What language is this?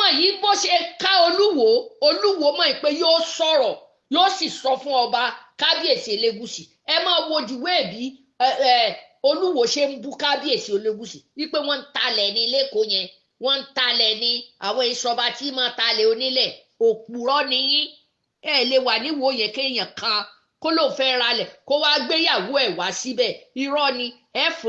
Yoruba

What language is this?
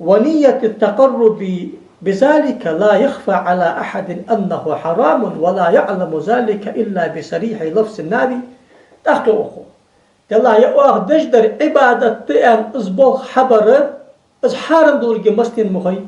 Ingush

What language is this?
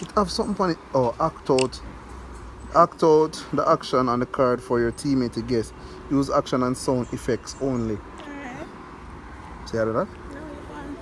Jamaican Creole English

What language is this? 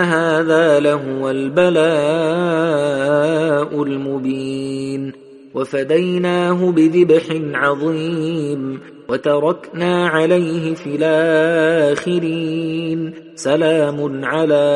Arabic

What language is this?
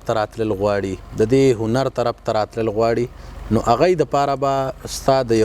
Pashto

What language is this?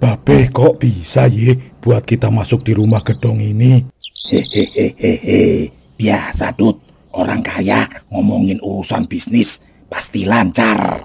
Betawi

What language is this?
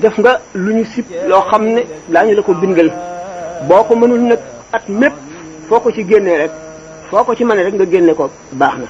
Wolof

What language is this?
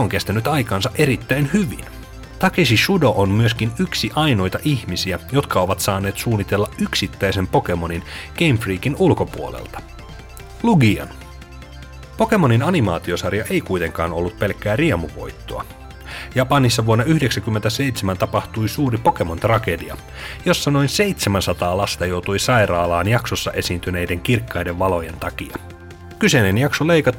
Finnish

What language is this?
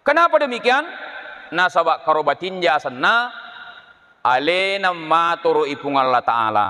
Buginese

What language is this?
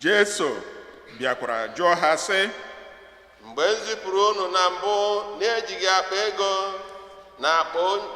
Igbo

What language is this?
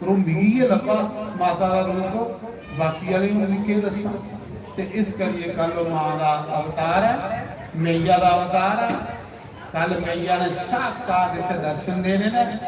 Dogri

